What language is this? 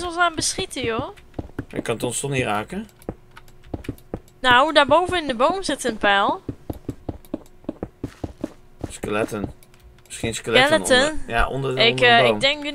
Dutch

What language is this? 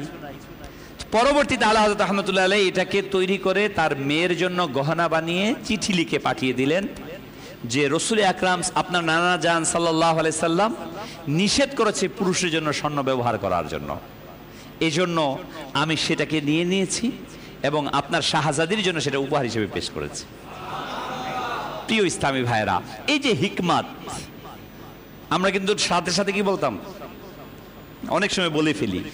Bangla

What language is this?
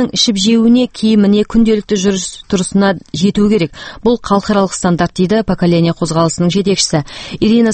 Kazakh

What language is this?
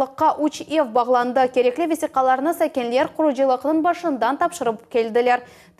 Crimean Tatar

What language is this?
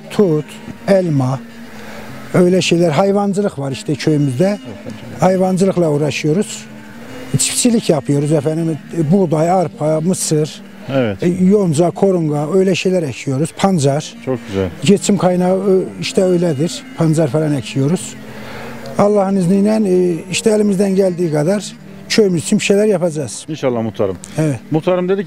Turkish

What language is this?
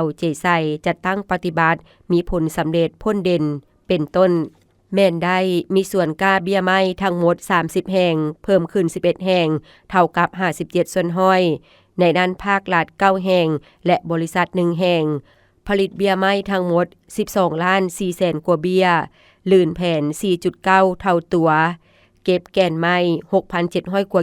Lao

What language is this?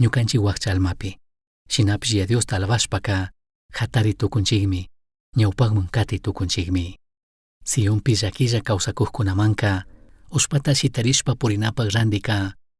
Chimborazo Highland Quichua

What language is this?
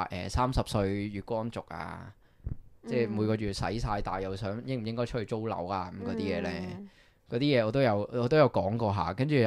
Cantonese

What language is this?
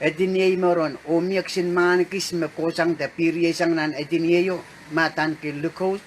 Pohnpeian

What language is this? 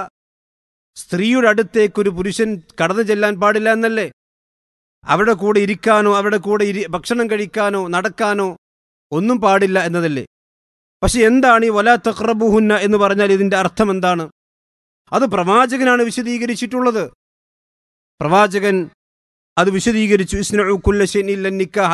Malayalam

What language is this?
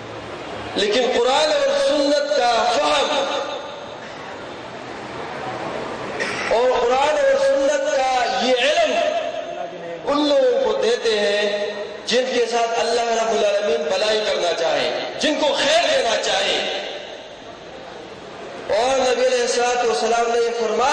Urdu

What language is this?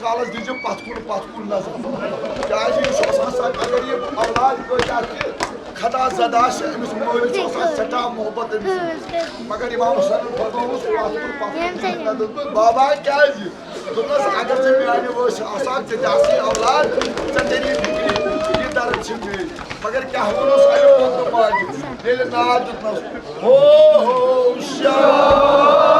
Kashmiri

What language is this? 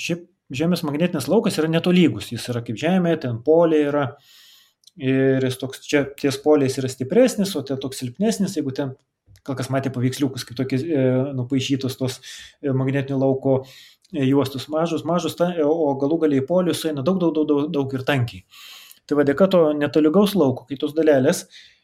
Lithuanian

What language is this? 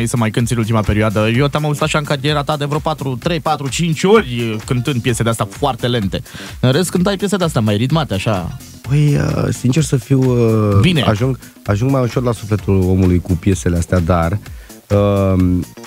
Romanian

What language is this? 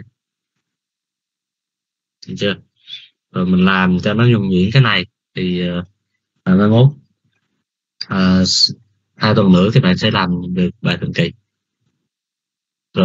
Vietnamese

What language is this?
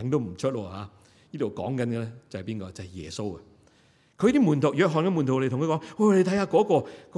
Cantonese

